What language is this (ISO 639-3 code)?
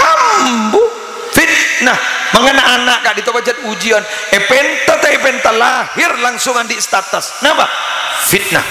mad